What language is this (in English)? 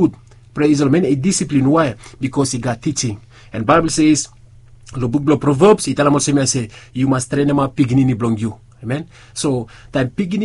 Bislama